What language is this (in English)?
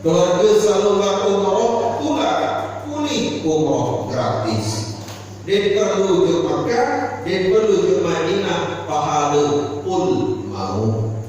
Sasak